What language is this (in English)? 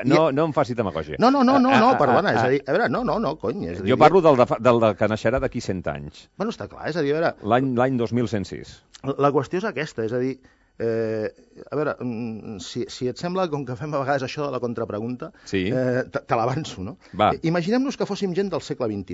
Catalan